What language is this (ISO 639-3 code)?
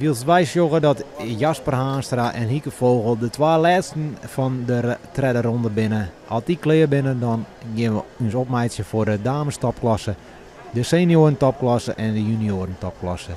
fry